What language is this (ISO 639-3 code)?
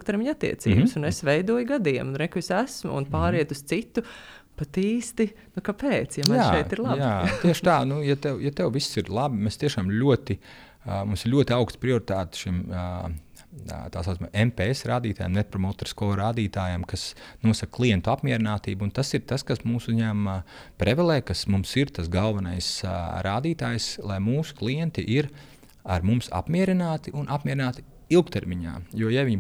lav